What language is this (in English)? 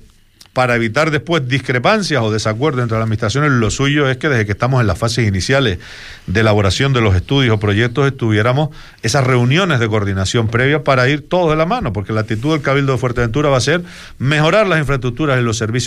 Spanish